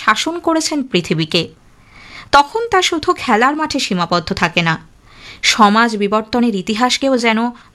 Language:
Bangla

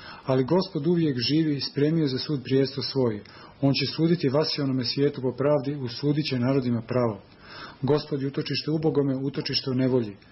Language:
Serbian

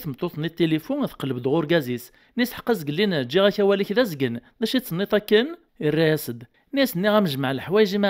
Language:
Kabyle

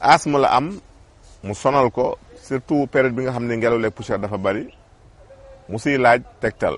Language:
Wolof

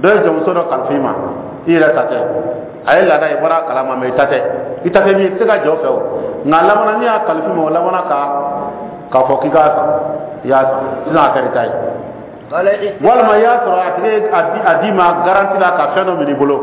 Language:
Dyula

